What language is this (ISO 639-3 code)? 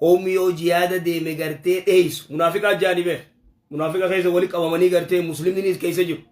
orm